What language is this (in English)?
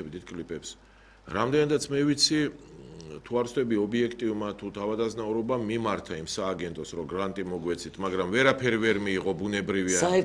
Georgian